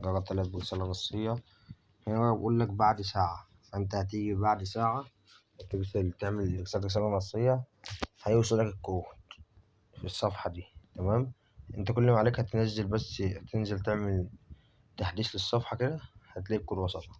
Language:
Egyptian Arabic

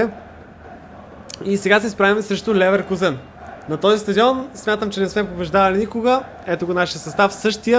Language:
Bulgarian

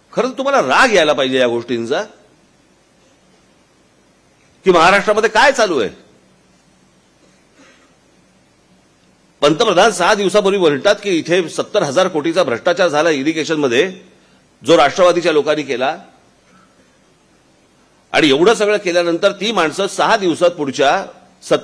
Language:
Marathi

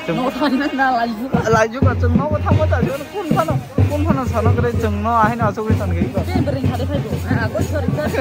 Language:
Kok Borok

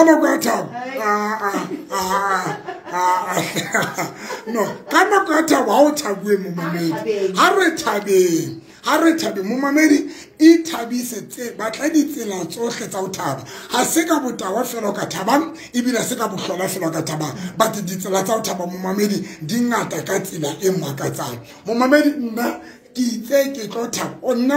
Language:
Tswana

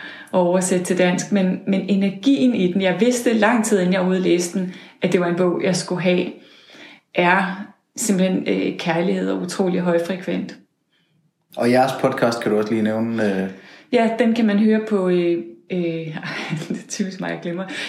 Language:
Danish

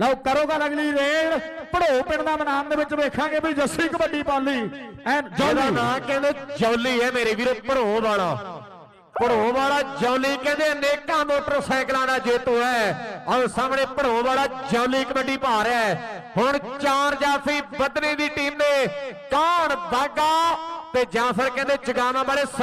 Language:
Punjabi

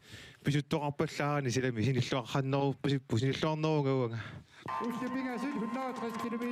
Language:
Kalaallisut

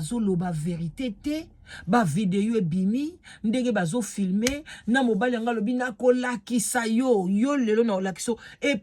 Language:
Lingala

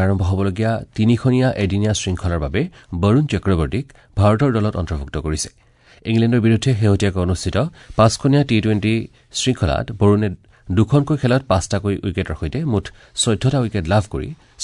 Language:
Assamese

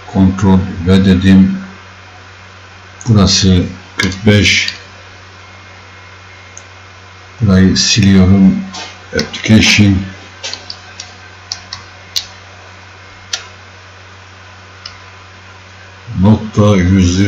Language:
Turkish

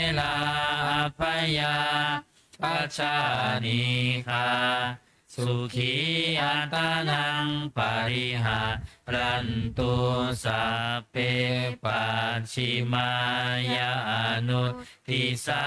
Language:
Pali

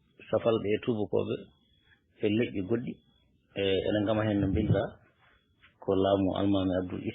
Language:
Fula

